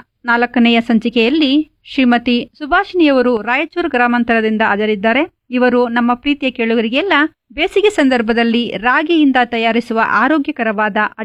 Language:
Kannada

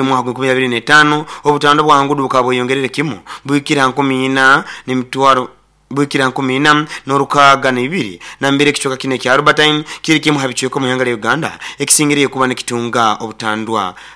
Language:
Nyoro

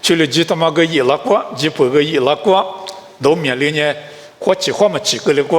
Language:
Lisu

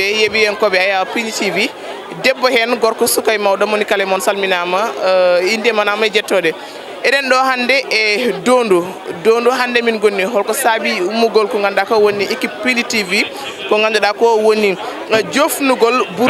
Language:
Fula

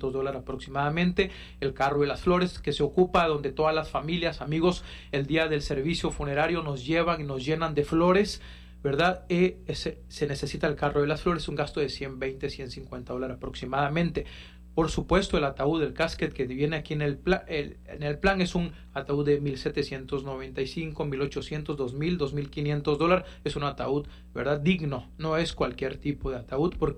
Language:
Spanish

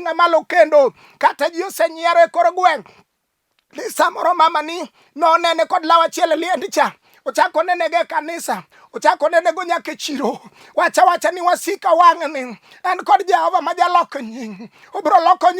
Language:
Luo (Kenya and Tanzania)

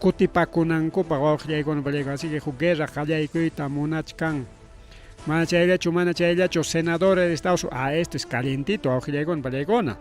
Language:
Ayacucho Quechua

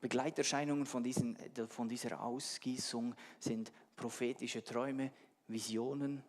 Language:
Swiss German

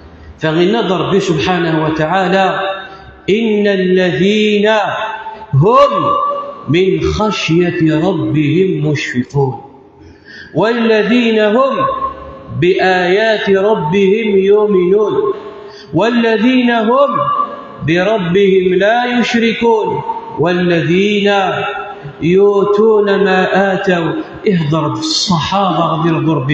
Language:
Kabyle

